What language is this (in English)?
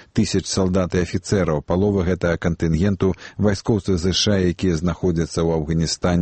Belarusian